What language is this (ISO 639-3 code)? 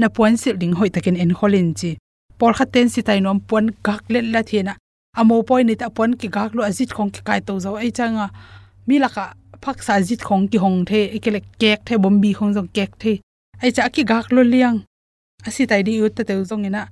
ctd